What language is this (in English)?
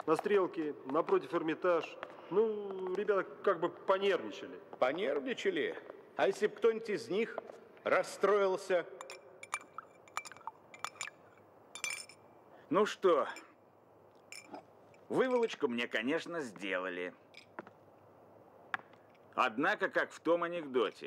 Russian